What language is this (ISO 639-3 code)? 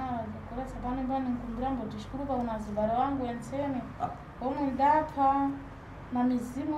sna